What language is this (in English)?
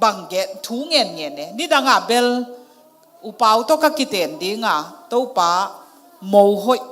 Tedim Chin